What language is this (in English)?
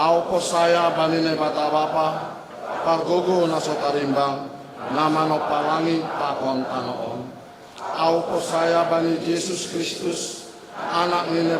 Batak Simalungun